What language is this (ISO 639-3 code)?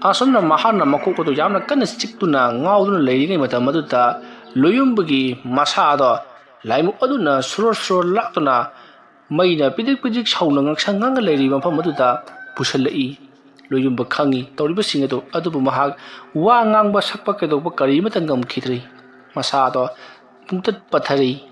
mni